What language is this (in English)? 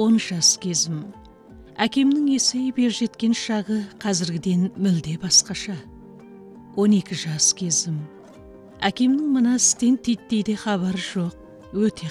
Kazakh